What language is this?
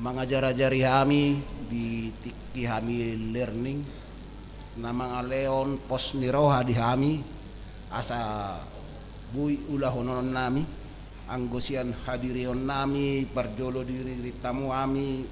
Batak Toba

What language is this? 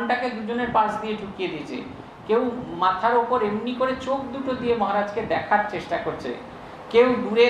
Bangla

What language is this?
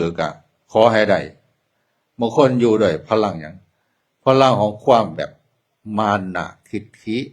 Northeastern Thai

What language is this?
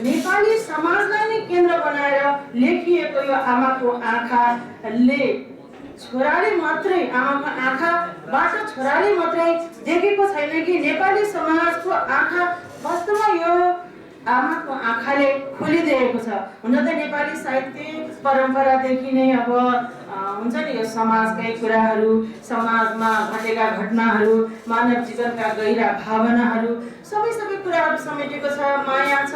Nepali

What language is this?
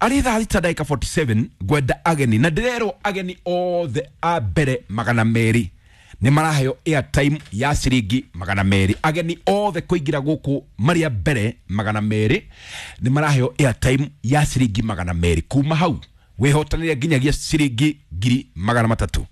Kikuyu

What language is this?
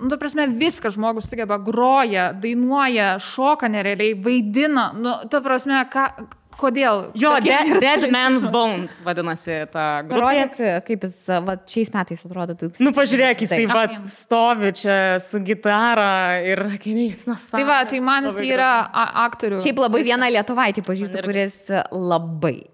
Lithuanian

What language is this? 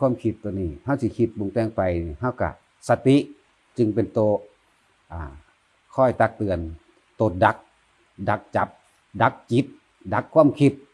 Northeastern Thai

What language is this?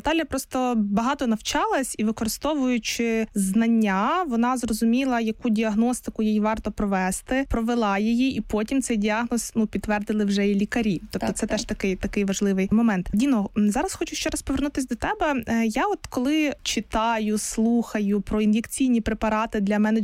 Ukrainian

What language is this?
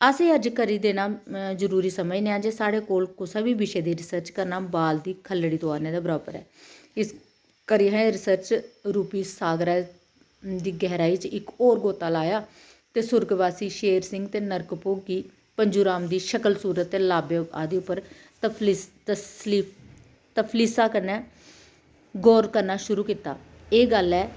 Dogri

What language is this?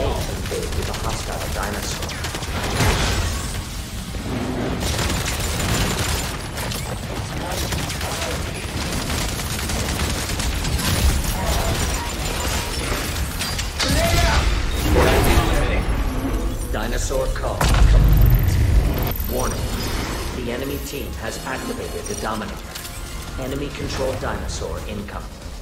English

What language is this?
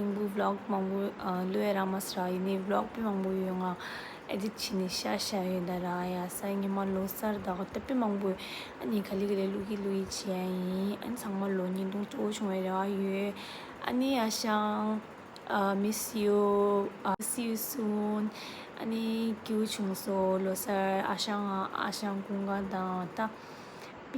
Tibetan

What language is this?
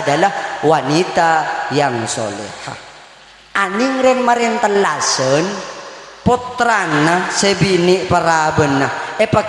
Madurese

